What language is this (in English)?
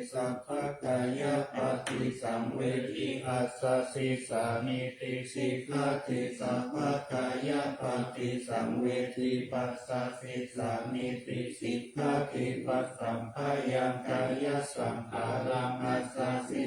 Pali